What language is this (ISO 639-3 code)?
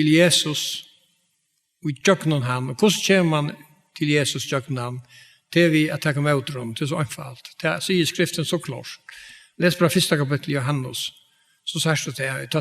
fao